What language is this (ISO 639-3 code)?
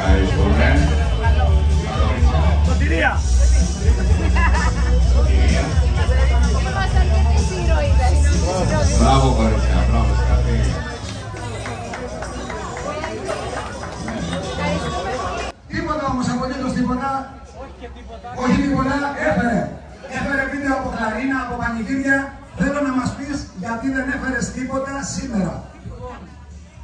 ell